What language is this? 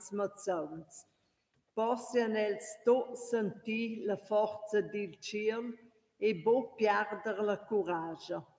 Romansh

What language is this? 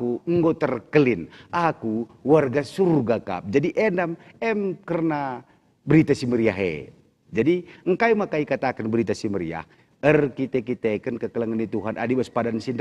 Batak Karo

